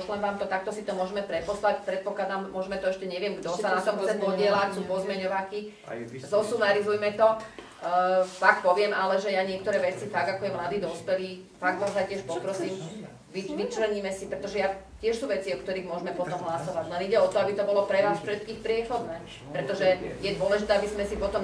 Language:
Slovak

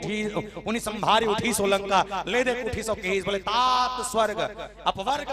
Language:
Chhattisgarhi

